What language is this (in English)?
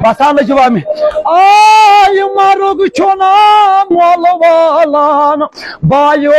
Kashmiri